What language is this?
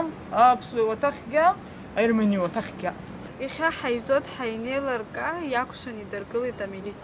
Abkhazian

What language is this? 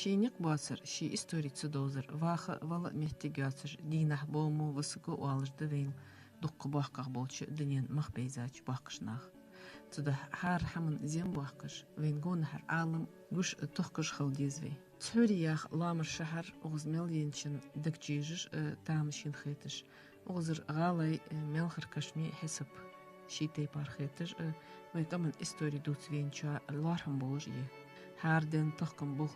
Ingush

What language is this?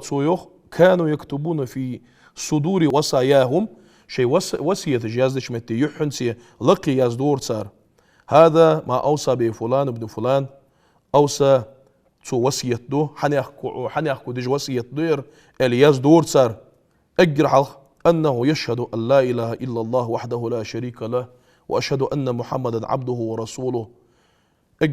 Ingush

